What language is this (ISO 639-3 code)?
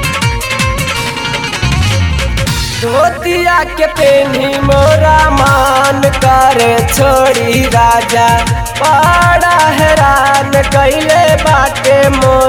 bho